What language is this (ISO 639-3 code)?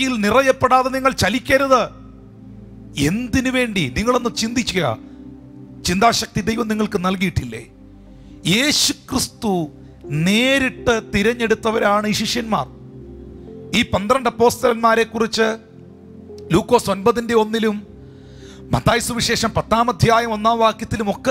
mal